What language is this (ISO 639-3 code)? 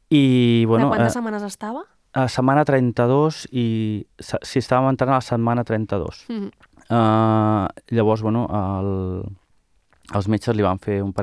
cat